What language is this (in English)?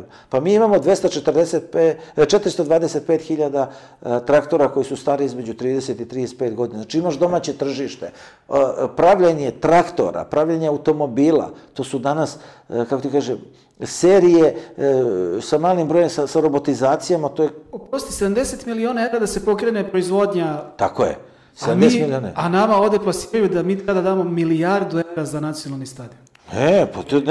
Serbian